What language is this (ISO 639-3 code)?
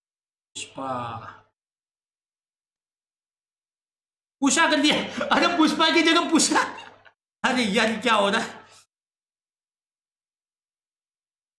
hin